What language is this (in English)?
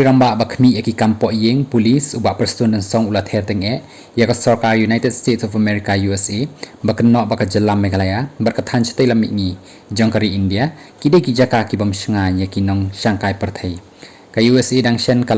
Khasi